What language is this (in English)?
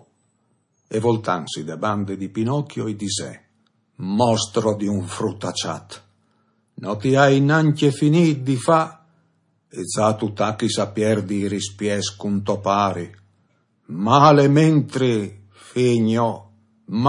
Friulian